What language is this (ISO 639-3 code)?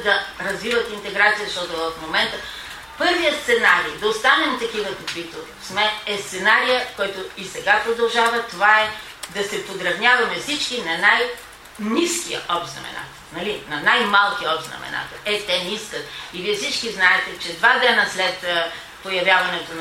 bul